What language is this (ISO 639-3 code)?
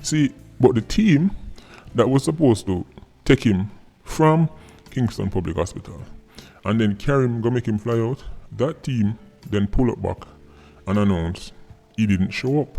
jam